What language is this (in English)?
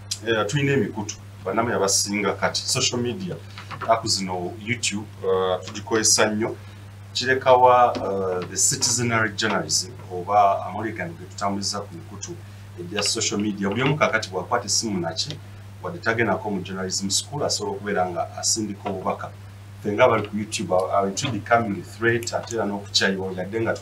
Ganda